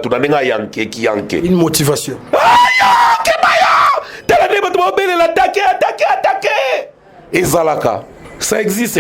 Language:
Lingala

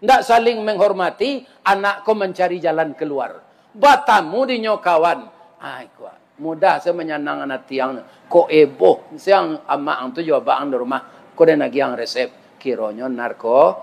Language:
Minangkabau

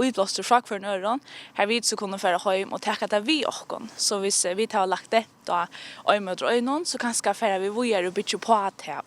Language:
Faroese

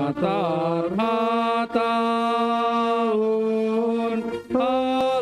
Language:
Batak Simalungun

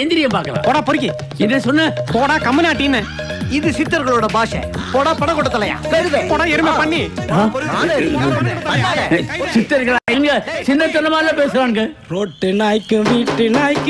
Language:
Tamil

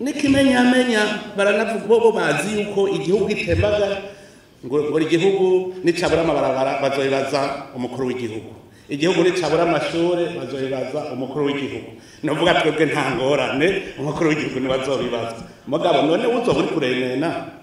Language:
Rundi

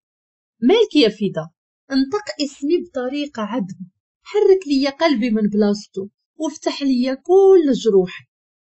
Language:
Moroccan Arabic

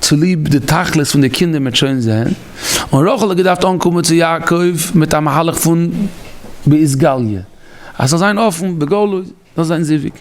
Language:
Yiddish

